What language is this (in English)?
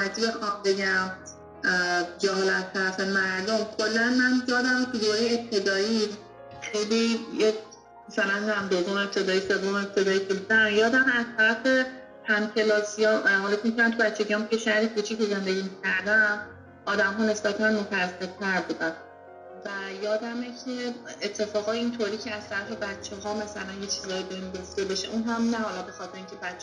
Persian